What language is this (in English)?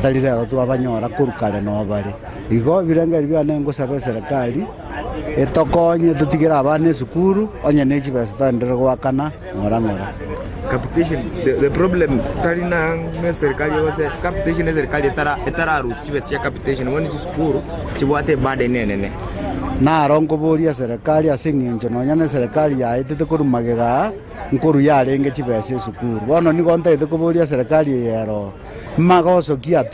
Gusii